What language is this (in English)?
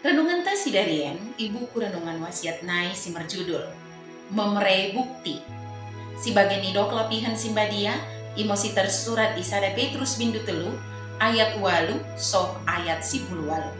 Batak Dairi